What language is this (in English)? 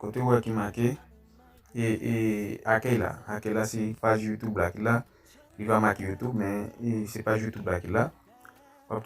Haitian Creole